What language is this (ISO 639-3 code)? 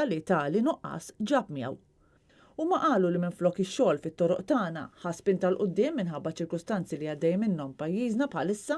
mlt